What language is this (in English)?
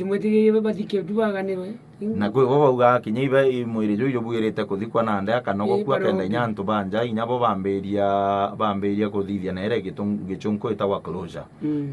Meru